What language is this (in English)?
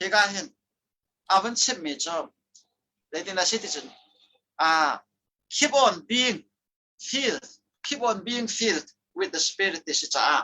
Hakha Chin